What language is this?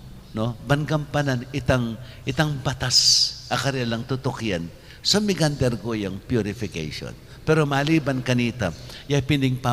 Pampanga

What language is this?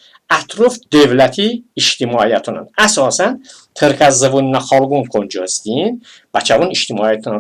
Talysh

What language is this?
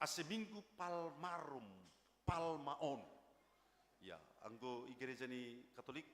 Batak Simalungun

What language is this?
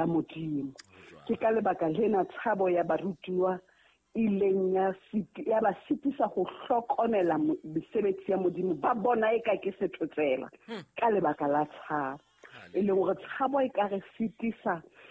Southern Sotho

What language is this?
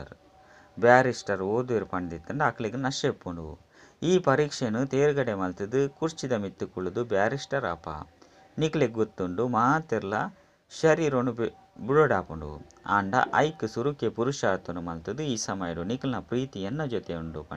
Tulu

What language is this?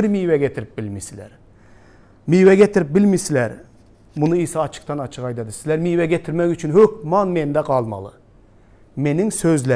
Turkmen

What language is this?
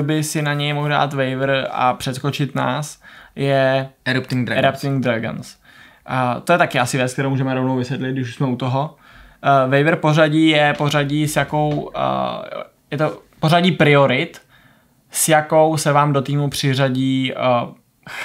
Czech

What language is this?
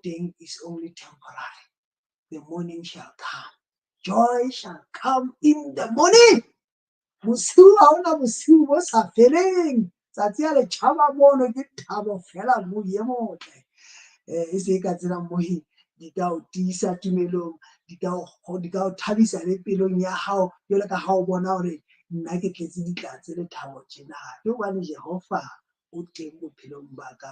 Southern Sotho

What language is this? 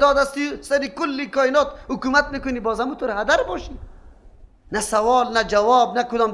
Persian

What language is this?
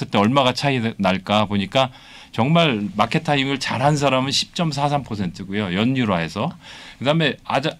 Korean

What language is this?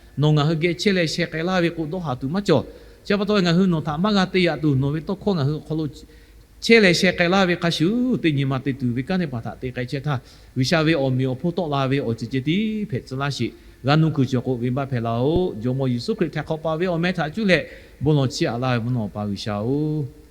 Lahu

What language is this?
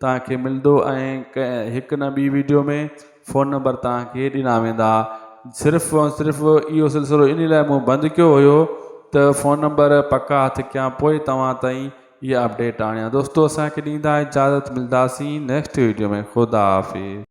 Sindhi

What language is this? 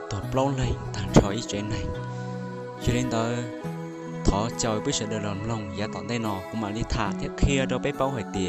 Hmong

